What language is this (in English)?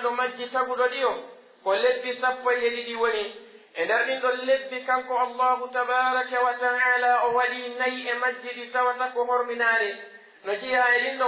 Pular